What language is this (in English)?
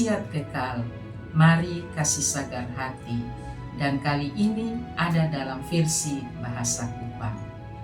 Kupang Malay